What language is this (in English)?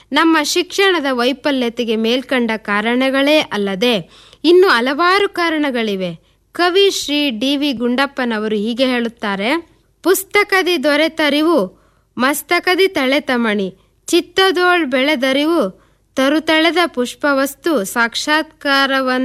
Kannada